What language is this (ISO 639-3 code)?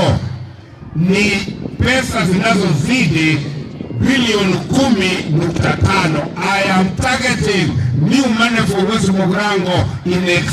guz